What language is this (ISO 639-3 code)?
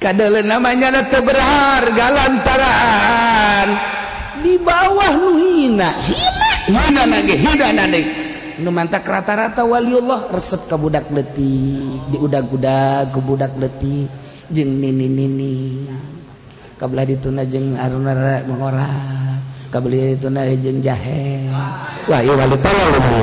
sun